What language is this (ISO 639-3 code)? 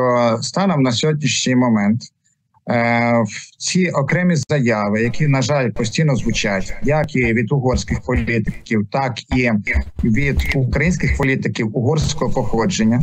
ukr